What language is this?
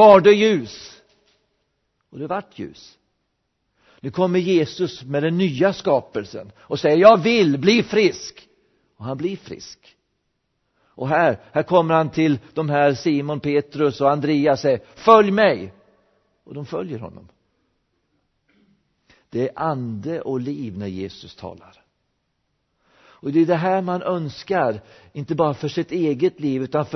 Swedish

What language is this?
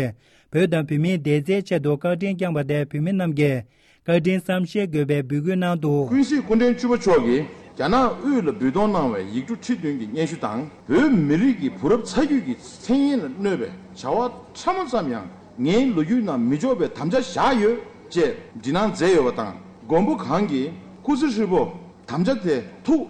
Tibetan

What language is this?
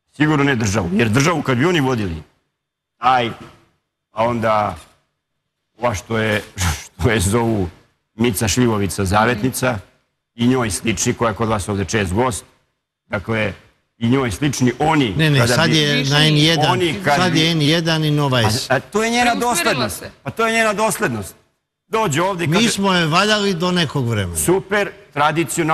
Serbian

